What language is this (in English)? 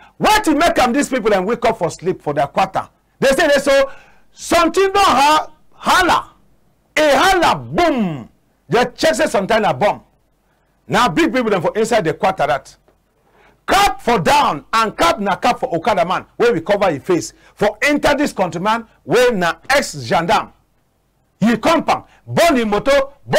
Cameroon Pidgin